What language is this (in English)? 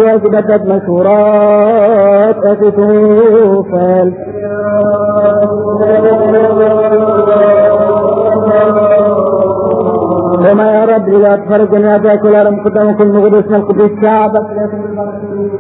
Arabic